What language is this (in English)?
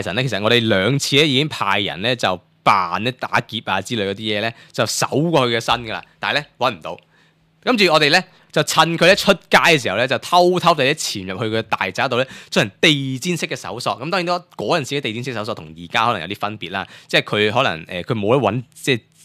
Cantonese